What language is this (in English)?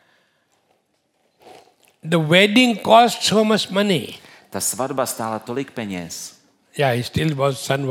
Czech